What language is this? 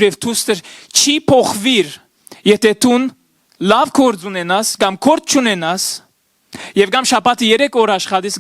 Western Armenian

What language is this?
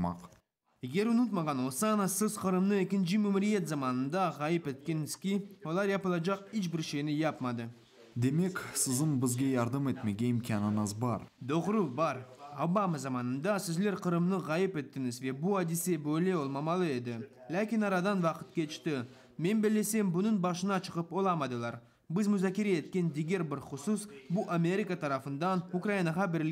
Crimean Tatar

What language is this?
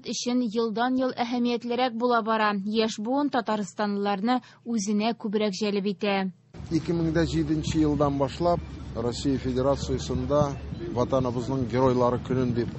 Tatar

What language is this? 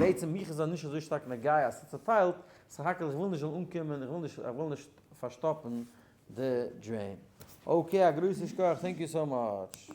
Yiddish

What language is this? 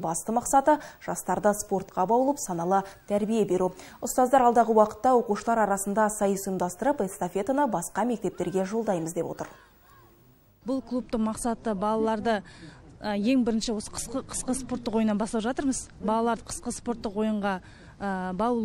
Kazakh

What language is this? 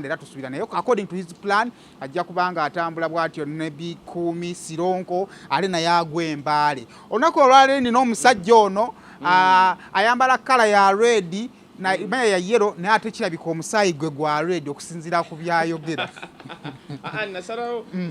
Ganda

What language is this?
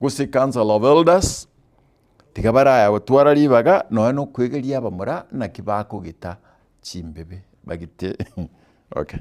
Gusii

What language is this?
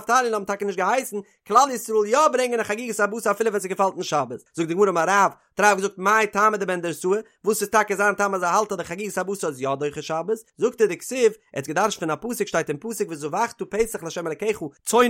Yiddish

